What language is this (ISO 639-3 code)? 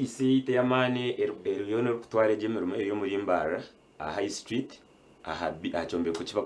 nyn